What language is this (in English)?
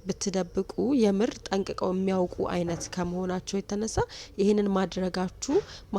Amharic